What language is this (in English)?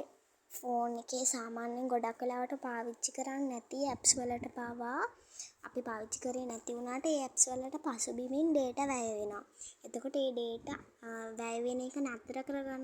Sinhala